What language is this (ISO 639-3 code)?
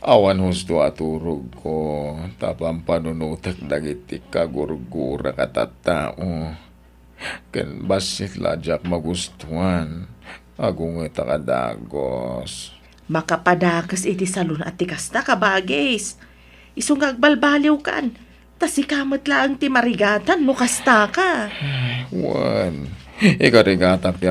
ilo